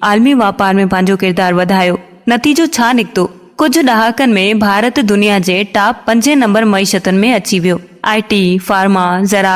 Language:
Sindhi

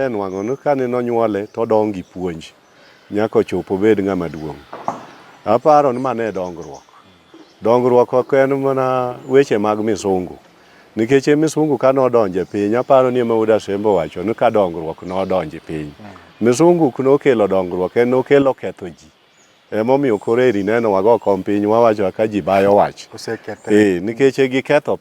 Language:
Luo (Kenya and Tanzania)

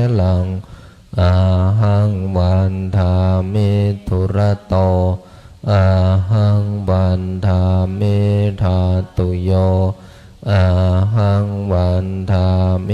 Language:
Pali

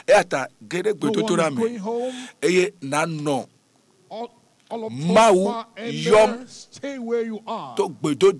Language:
Ewe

